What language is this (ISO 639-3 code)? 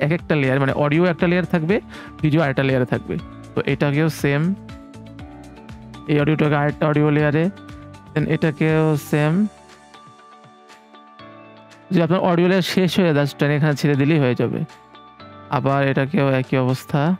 ben